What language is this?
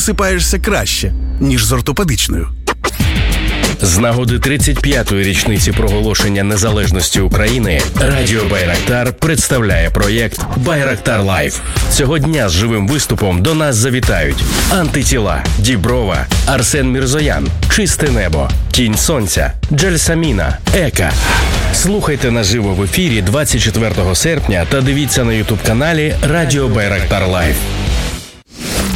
Ukrainian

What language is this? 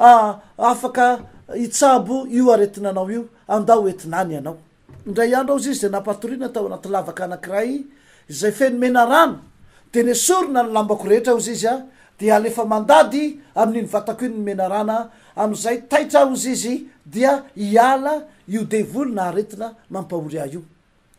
Malagasy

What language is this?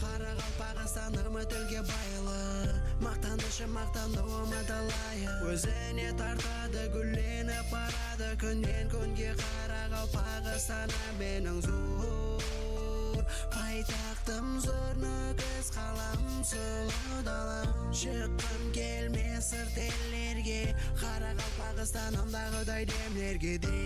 Kara-Kalpak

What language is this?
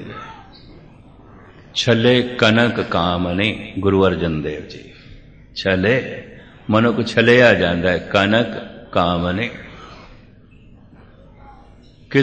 Punjabi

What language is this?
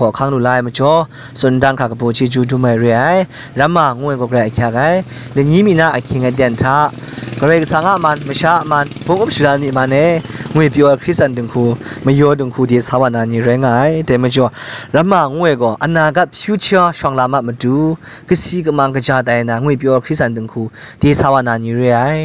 Kachin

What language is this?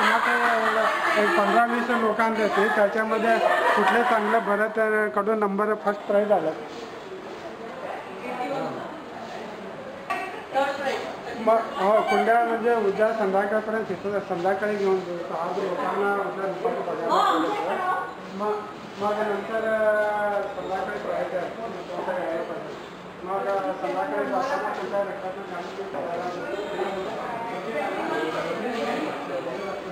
Marathi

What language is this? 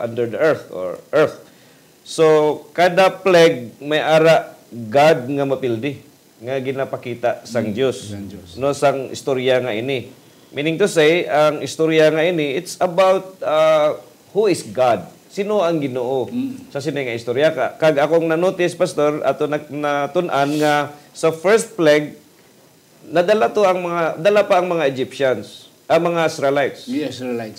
Hiligaynon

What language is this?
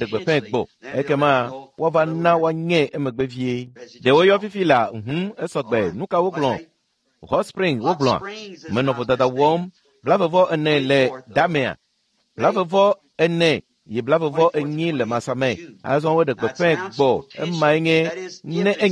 Ewe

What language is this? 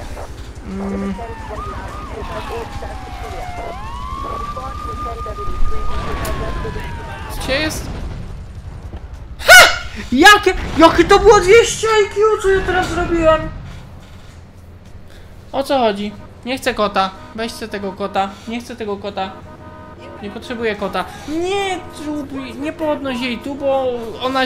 Polish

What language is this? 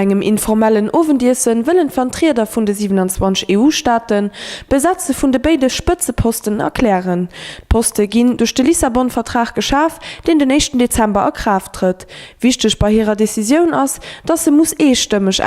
Luxembourgish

